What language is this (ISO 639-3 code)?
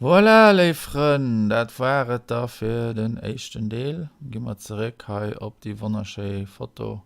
ltz